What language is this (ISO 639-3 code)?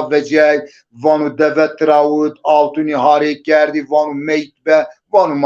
zza